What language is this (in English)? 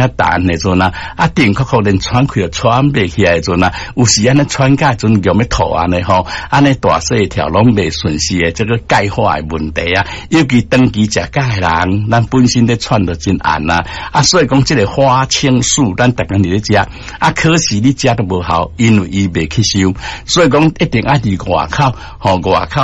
Min Nan Chinese